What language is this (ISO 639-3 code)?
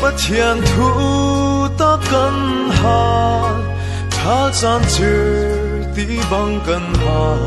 cfm